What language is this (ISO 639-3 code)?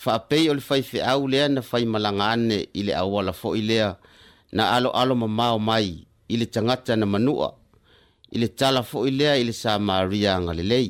smo